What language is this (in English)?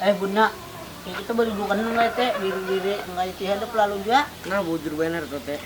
Banjar